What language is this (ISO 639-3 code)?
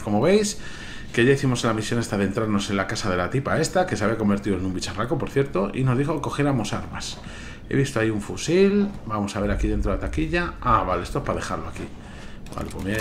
spa